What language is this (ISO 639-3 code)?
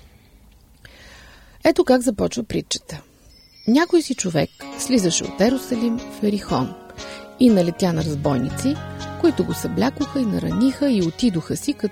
bul